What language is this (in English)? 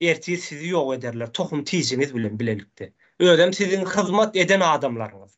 Turkmen